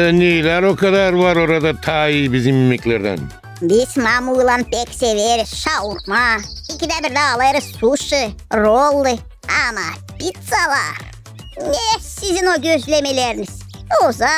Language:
Gagauz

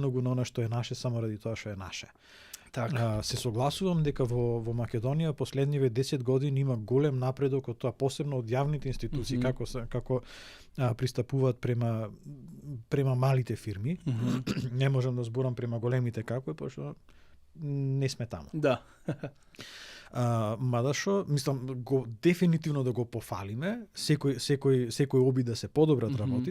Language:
Macedonian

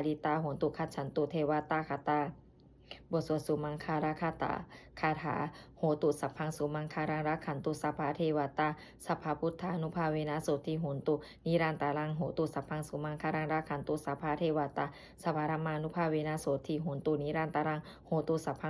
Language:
Pali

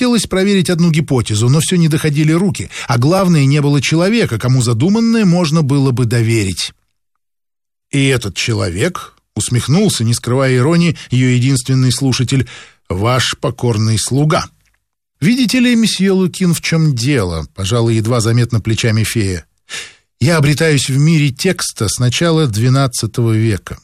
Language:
Russian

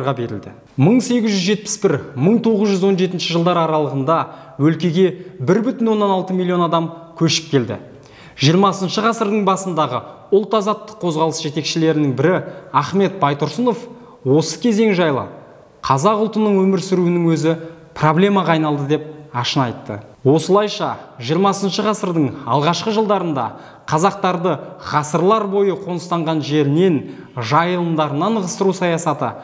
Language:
Kazakh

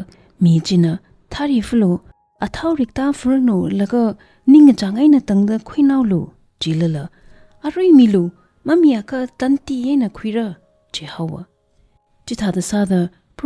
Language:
Tangkhul Naga (India)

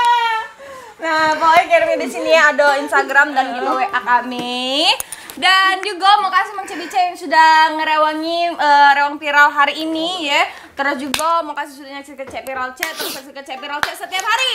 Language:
Musi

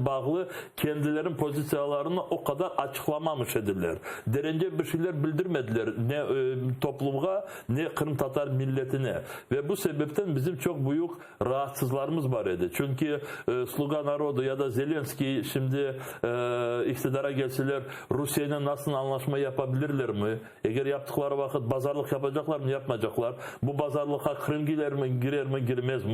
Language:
Crimean Tatar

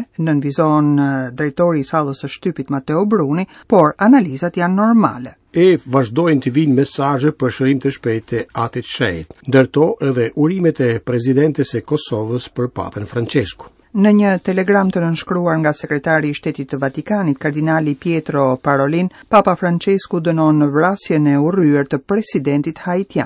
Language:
Albanian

